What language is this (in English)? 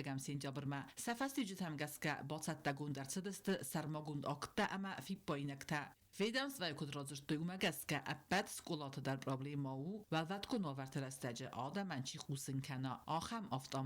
Ossetic